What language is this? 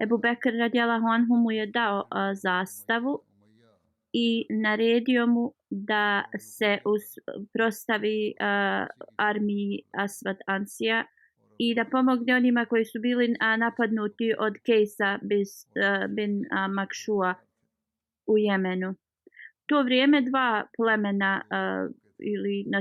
Bosnian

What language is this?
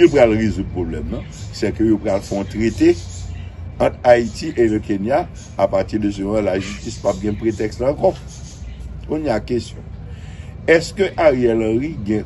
Haitian Creole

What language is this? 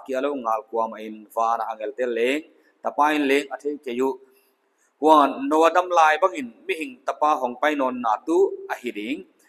Paite Chin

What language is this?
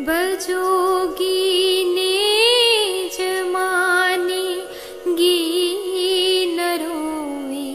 Dogri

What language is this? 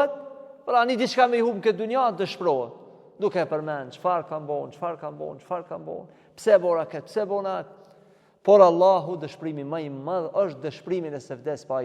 Albanian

